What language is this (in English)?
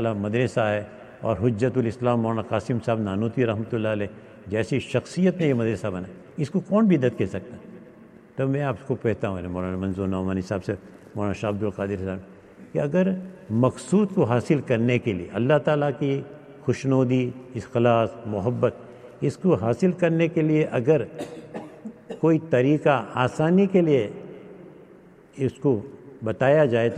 Urdu